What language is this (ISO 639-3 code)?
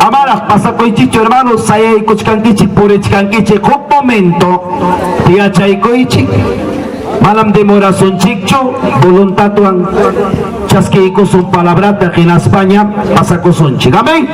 quy